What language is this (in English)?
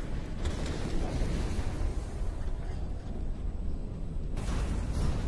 Estonian